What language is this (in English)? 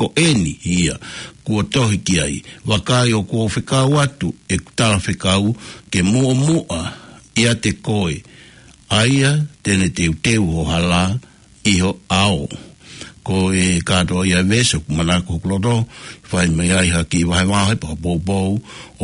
Tongan